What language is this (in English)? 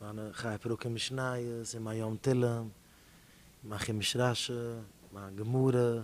Yiddish